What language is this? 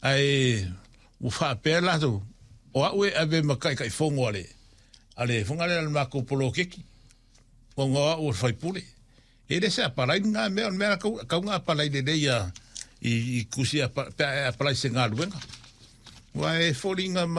Samoan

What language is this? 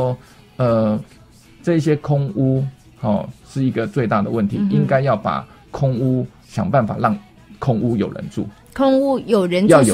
Chinese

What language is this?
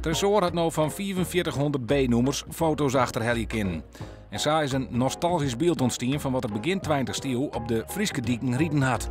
Western Frisian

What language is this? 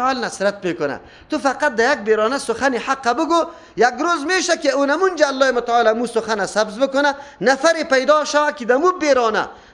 Persian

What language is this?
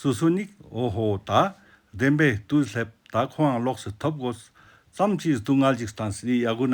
Ladakhi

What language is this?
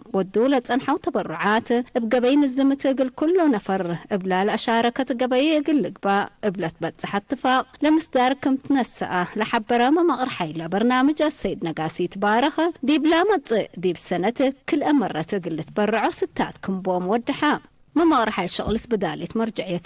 Tigre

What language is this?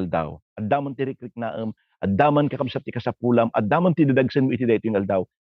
Iloko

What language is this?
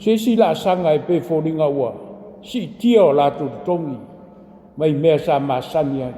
Samoan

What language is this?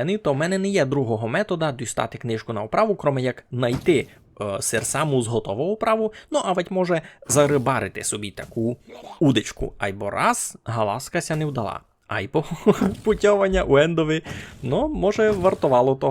Rusyn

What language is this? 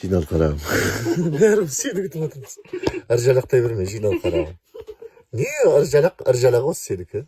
Kazakh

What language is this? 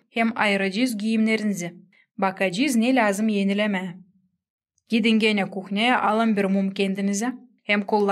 Gagauz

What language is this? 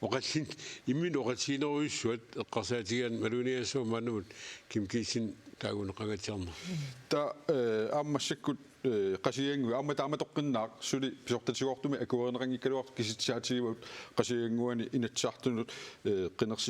Kalaallisut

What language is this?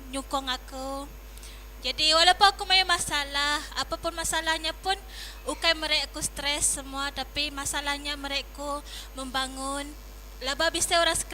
Iban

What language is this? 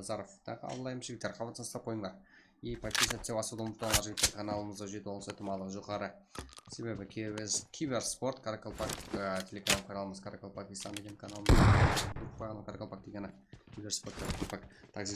Kara-Kalpak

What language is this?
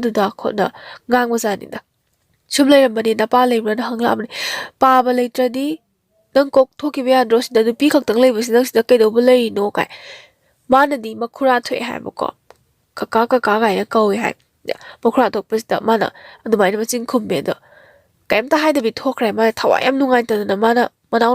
Manipuri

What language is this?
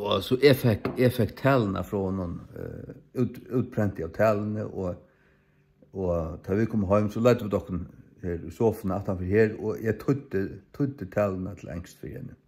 Faroese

